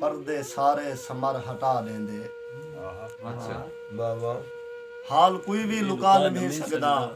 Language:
Saraiki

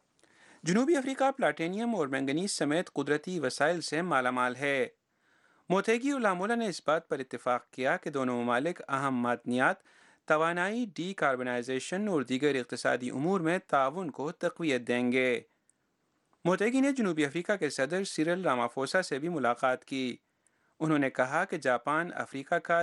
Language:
Urdu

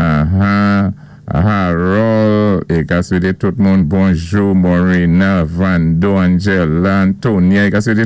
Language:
Saint Lucian Creole French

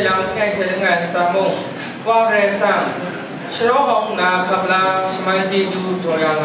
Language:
Kachin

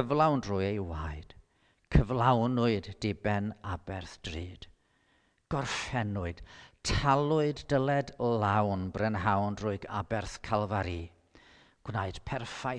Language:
Welsh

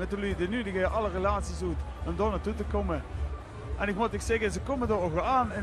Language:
Limburgish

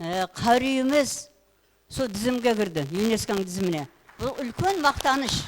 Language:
Kara-Kalpak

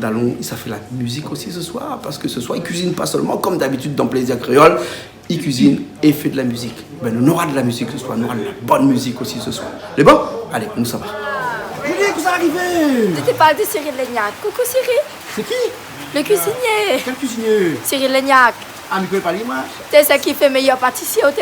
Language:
Réunion Creole French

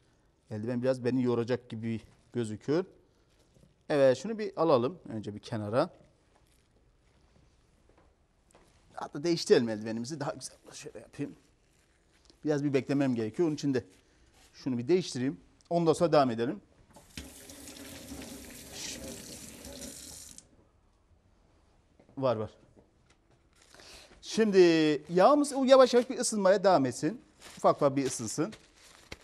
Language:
Turkish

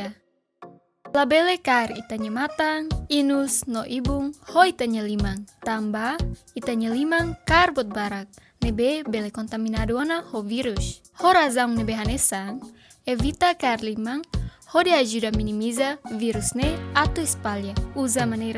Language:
Tetum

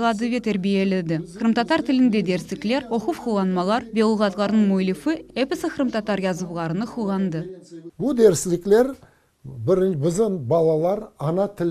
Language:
Crimean Tatar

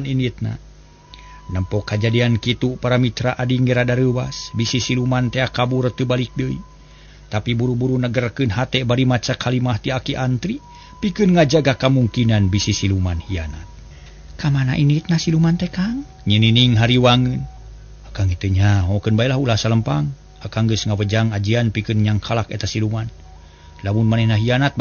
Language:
Sundanese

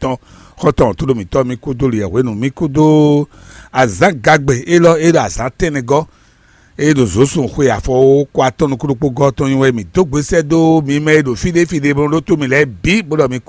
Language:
Fon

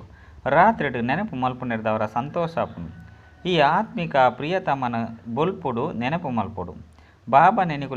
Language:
Tulu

